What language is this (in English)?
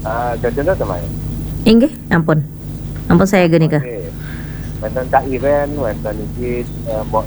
Balinese